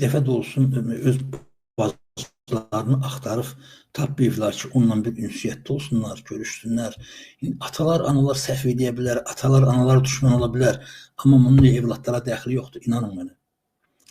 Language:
Azerbaijani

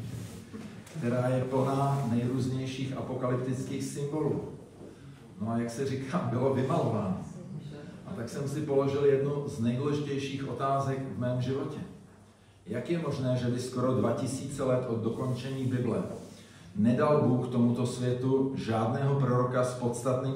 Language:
Czech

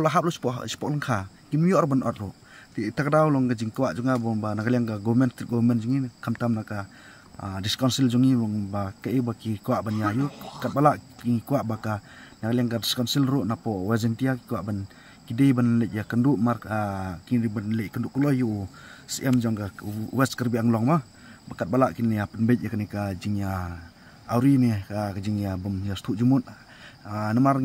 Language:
Khasi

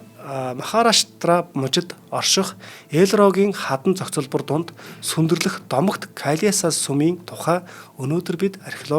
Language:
Mongolian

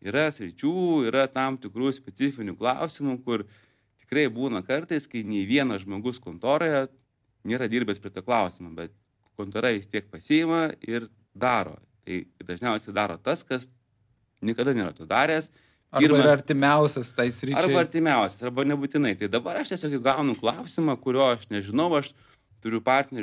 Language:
Lithuanian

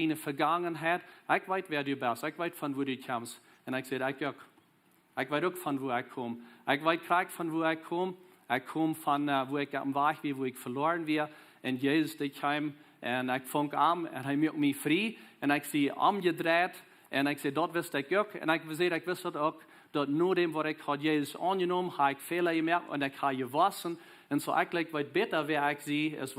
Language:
Plautdietsch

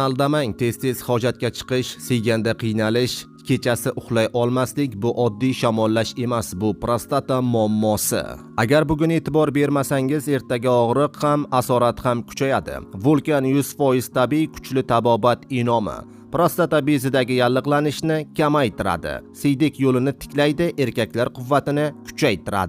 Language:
Uzbek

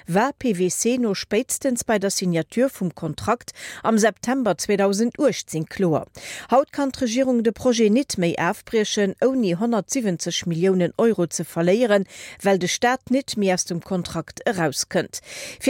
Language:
Luxembourgish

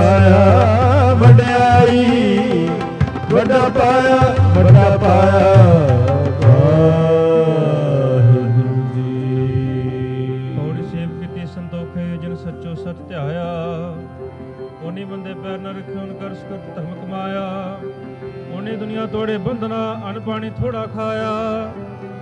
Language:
Punjabi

